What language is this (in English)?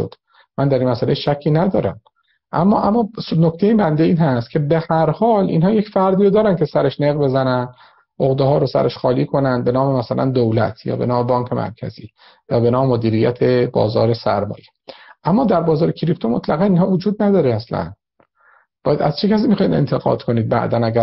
Persian